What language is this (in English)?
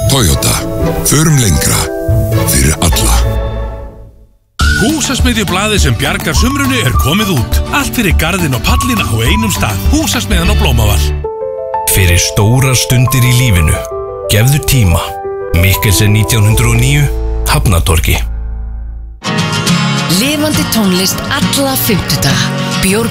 Icelandic